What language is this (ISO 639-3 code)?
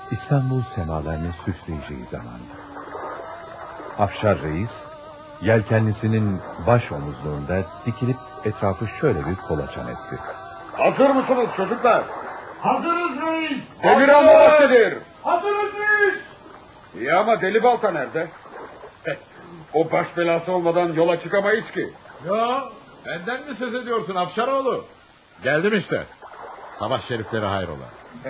tur